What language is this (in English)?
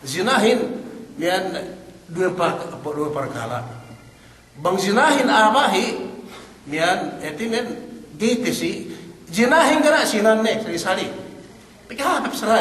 Yakan